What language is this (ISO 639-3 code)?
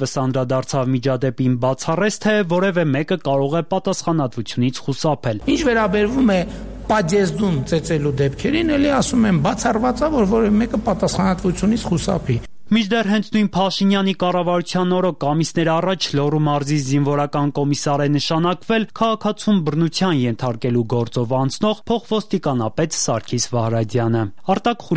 hye